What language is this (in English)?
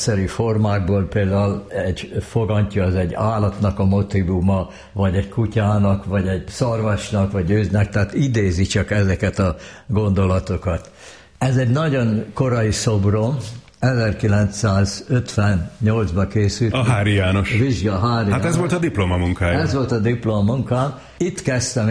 Hungarian